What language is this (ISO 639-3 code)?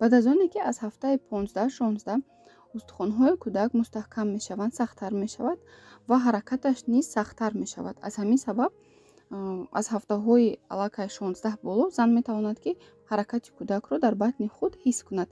tgk